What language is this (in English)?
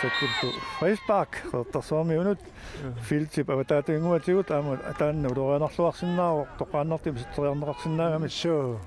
Kalaallisut